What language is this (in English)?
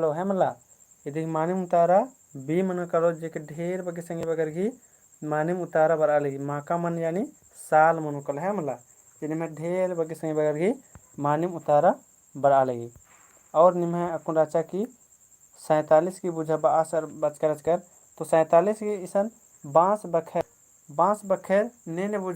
Kurukh